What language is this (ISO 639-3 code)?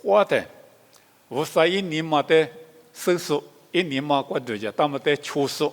lis